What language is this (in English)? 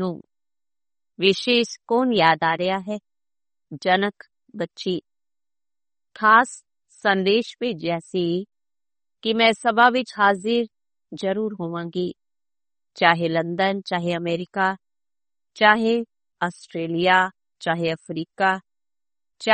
Punjabi